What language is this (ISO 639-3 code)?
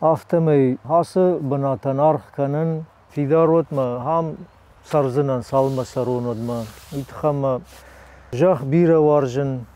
oss